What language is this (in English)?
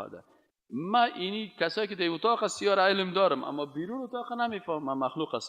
Persian